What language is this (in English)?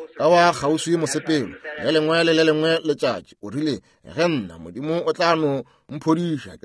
Northern Sotho